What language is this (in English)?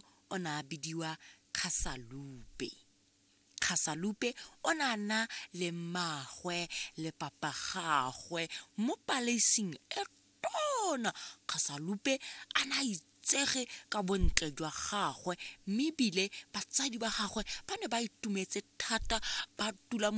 Tswana